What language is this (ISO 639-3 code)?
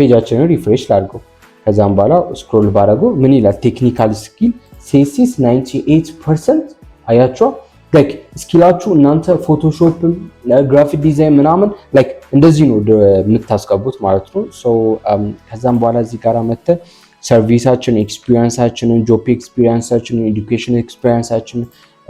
amh